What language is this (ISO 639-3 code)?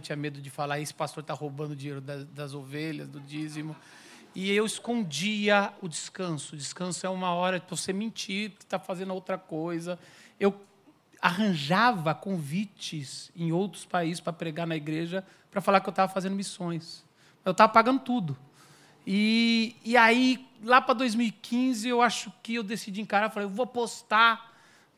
por